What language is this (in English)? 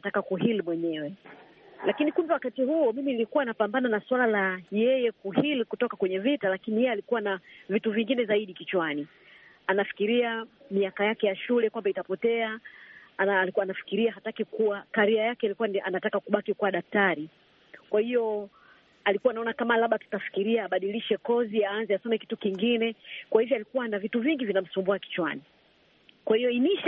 Swahili